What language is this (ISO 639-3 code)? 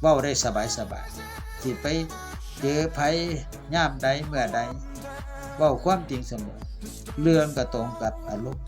tts